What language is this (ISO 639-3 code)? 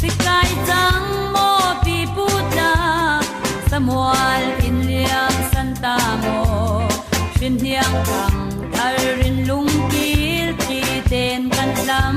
cfm